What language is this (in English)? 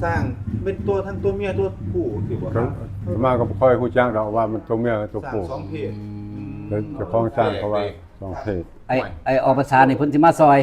Northeastern Thai